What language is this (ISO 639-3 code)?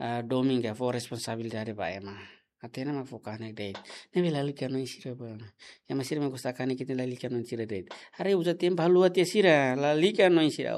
tet